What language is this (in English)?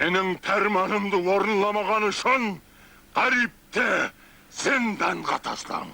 Kara-Kalpak